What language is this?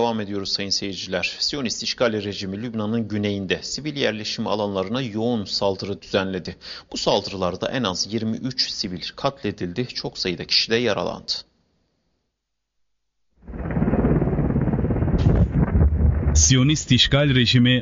Turkish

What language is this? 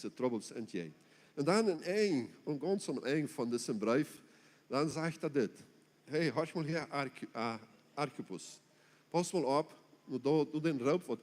Plautdietsch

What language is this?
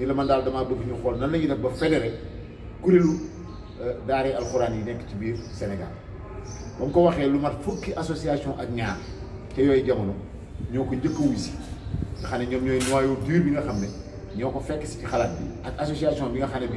Wolof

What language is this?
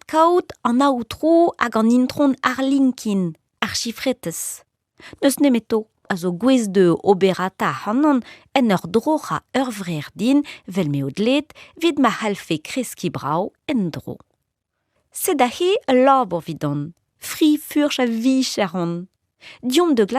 Breton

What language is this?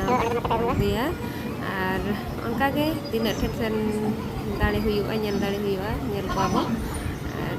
Santali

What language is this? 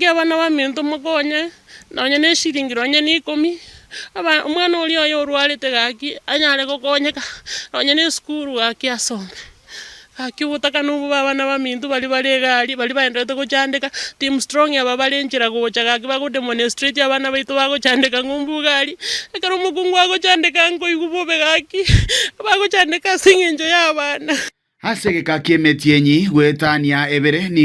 Gusii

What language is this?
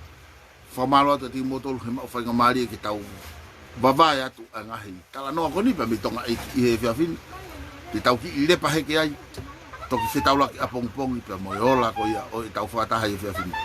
Tongan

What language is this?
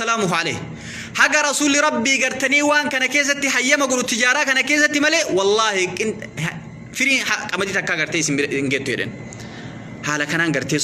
Oromo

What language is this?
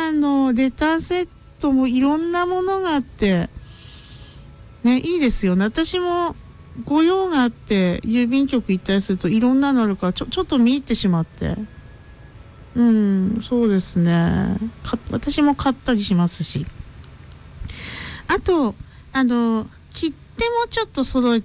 Japanese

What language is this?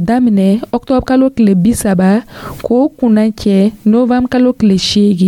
Dyula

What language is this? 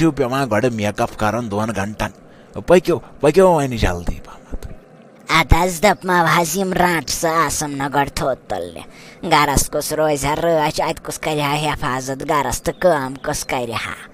Kashmiri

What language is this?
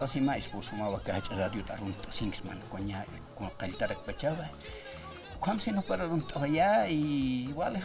Aymara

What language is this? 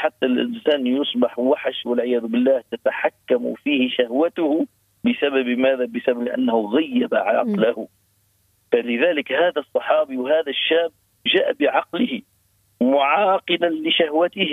Arabic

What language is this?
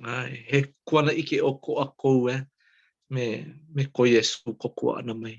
Hawaiian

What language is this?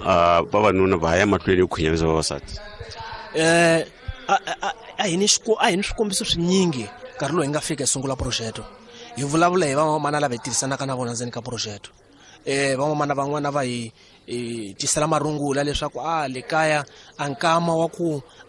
Tsonga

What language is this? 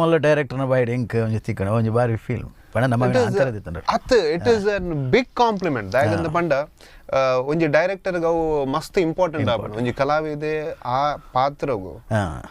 Tulu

